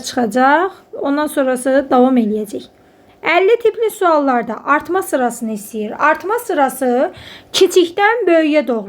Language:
Azerbaijani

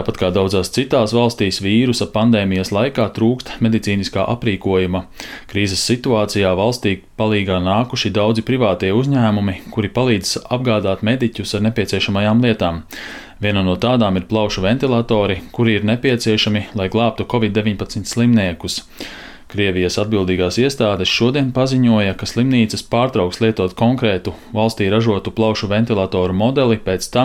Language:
Latvian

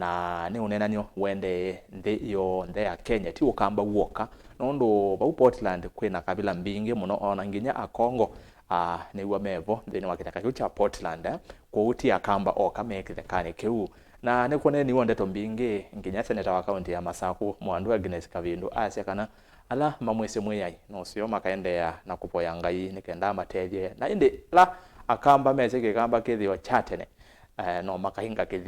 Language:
Kamba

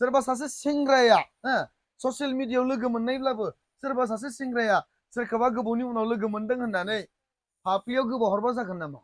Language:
Bodo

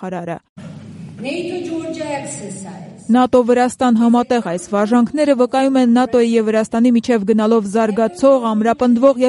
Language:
Armenian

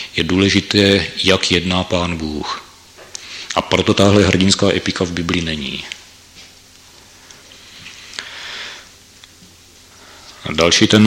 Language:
Czech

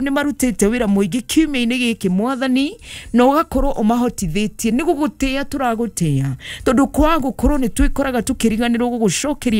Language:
Kikuyu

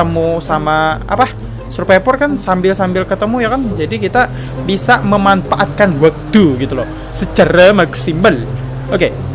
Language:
Indonesian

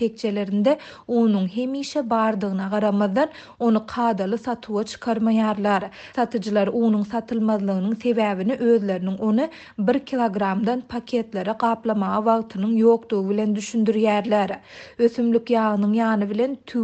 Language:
Turkmen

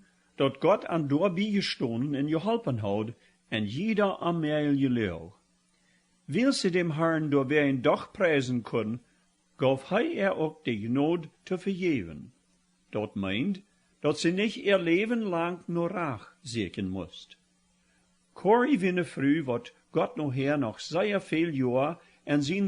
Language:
Plautdietsch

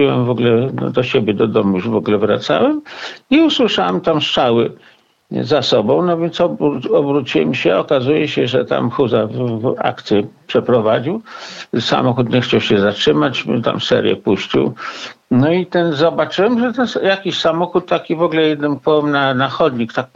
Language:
Polish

